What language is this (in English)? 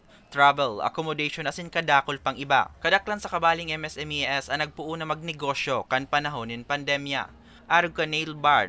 Bikol